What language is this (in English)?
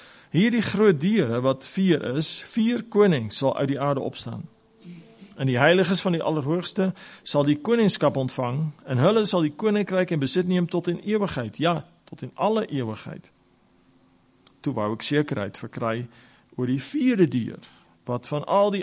Afrikaans